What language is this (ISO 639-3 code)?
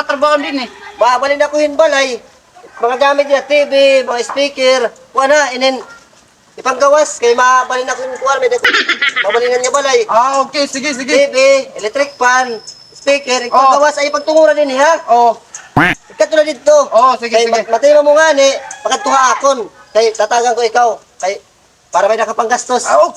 war